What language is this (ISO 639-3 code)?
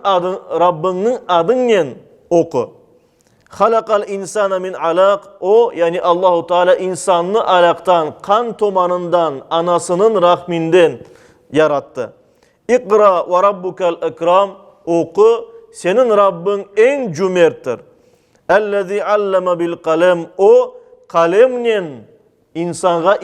crh